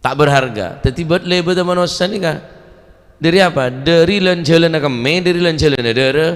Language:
Madurese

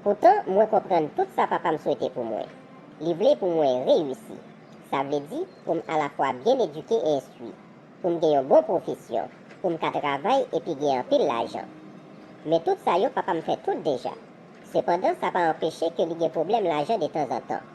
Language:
Haitian Creole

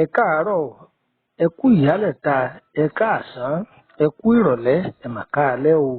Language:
Yoruba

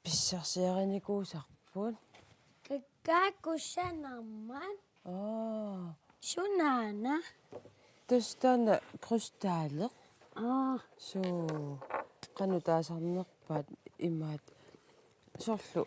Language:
Kalaallisut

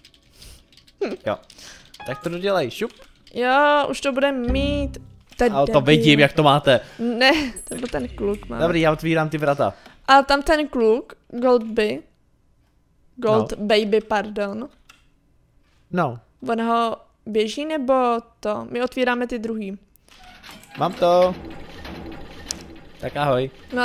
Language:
Czech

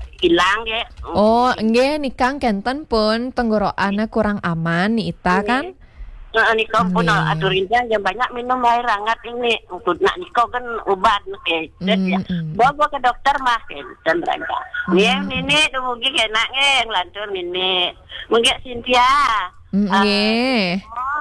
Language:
Balinese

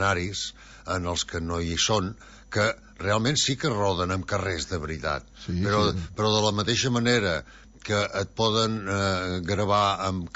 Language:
Catalan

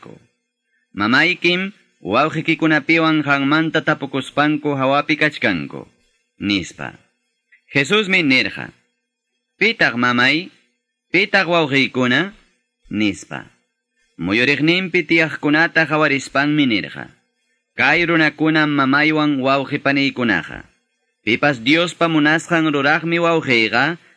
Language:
Quechua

